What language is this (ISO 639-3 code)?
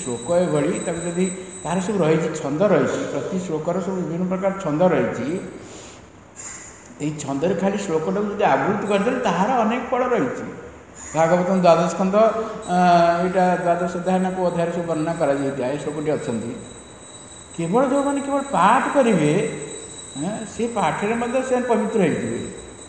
ori